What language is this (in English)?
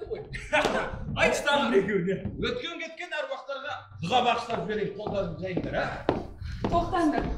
Kazakh